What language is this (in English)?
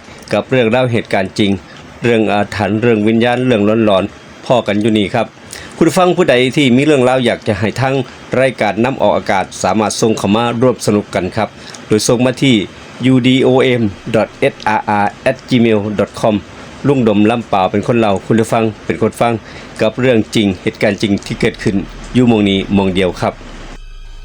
Northeastern Thai